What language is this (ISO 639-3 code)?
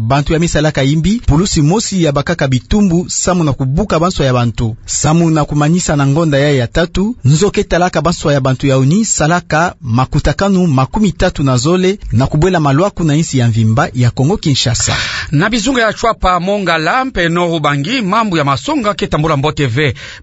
ktu